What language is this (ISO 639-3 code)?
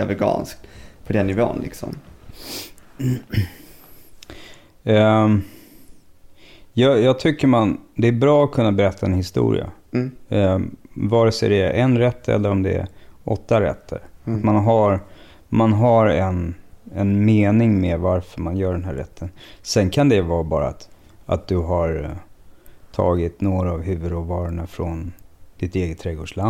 swe